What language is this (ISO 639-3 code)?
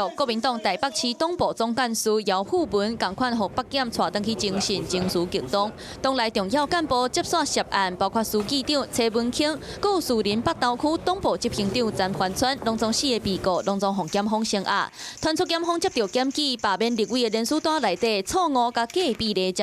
nan